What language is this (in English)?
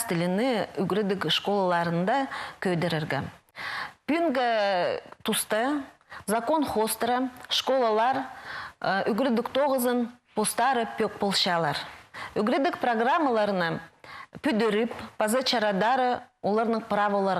Khakas